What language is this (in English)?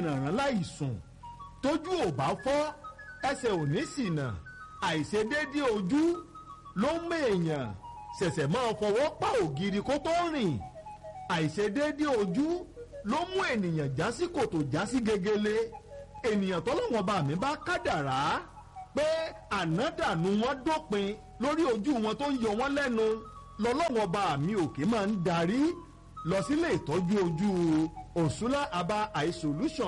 Yoruba